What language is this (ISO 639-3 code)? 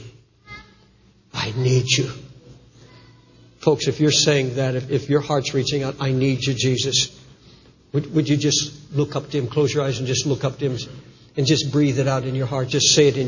eng